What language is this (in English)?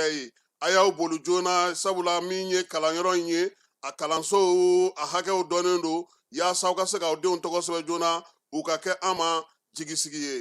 Bambara